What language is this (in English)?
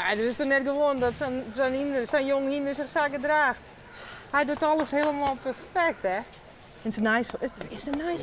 Western Frisian